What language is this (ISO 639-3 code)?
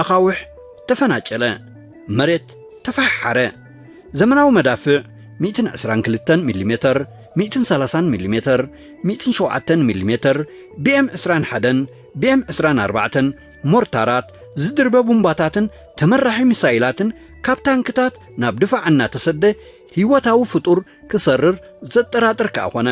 tir